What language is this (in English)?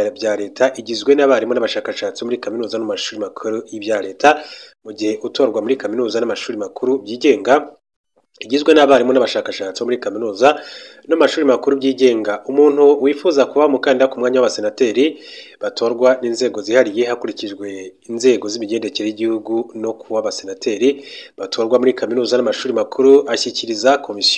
Kinyarwanda